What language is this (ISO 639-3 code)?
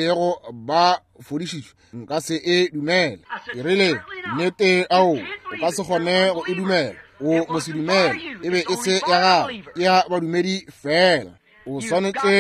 nso